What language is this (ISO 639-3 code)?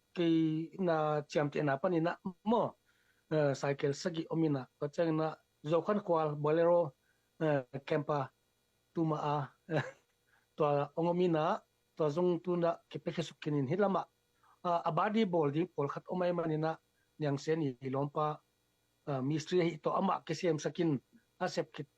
ctd